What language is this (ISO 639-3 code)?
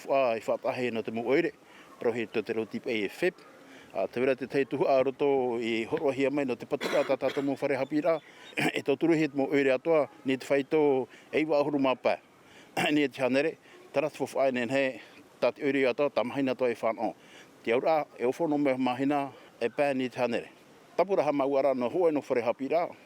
tah